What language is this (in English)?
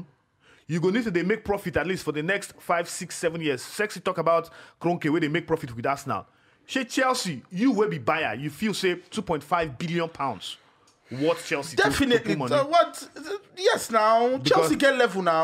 Nigerian Pidgin